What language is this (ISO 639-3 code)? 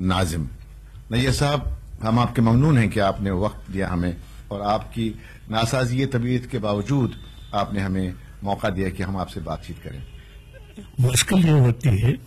urd